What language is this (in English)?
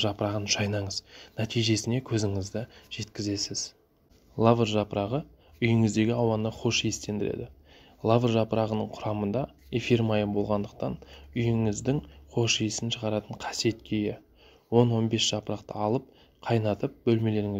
Kazakh